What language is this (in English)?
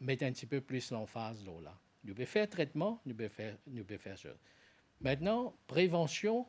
Morisyen